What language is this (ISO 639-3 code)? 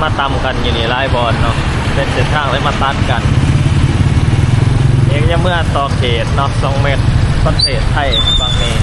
lao